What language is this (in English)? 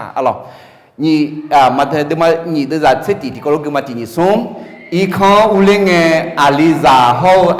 Akha